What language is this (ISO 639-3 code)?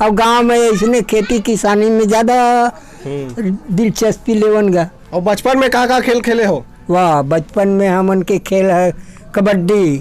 hne